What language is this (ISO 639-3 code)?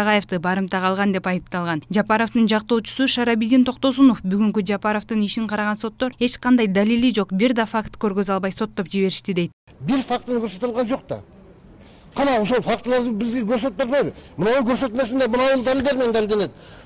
kir